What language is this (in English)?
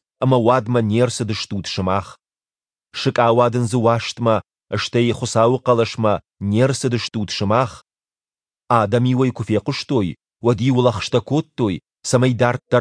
Ossetic